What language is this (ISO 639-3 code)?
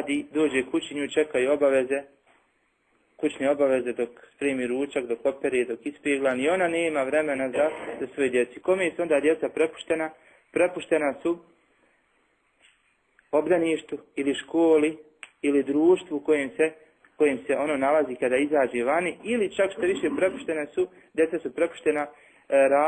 bos